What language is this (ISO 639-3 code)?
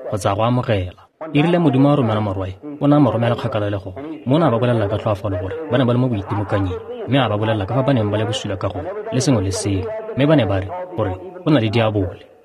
tsn